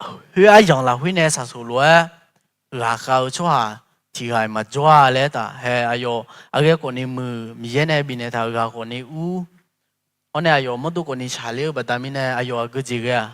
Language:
Akha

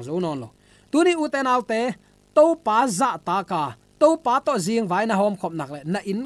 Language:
Tedim Chin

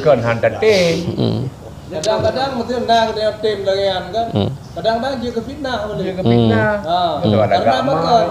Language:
Achinese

